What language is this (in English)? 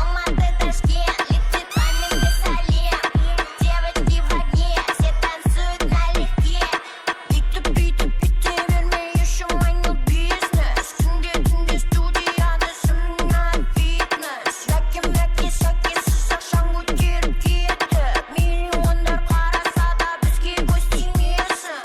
Kara-Kalpak